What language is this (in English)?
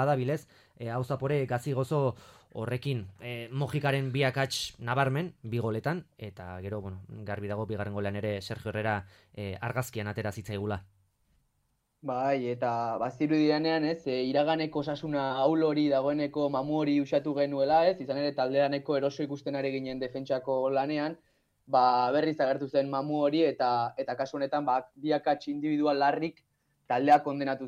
Basque